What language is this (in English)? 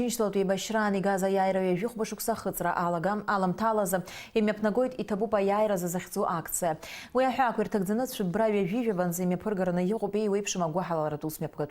Abkhazian